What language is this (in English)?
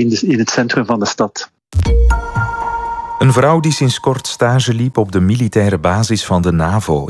Dutch